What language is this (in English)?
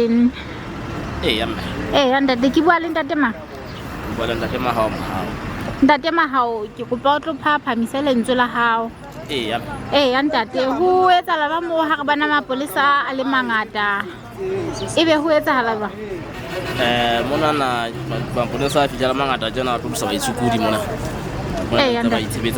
Southern Sotho